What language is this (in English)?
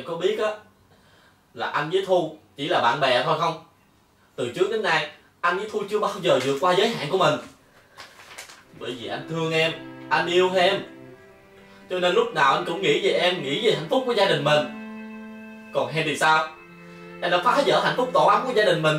Vietnamese